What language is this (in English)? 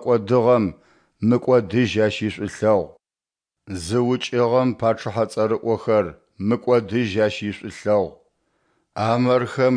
Adyghe